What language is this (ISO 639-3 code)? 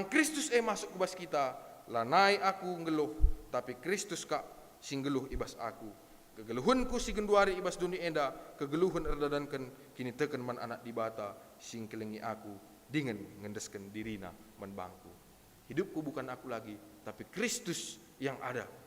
btx